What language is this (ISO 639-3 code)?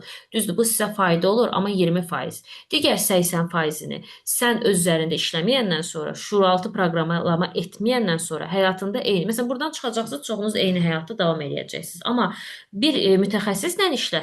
aze